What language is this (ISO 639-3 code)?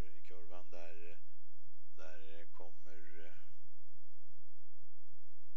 swe